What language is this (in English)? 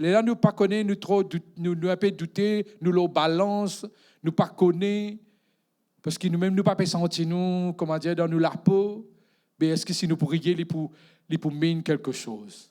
Morisyen